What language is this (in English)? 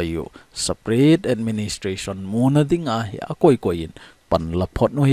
Thado Chin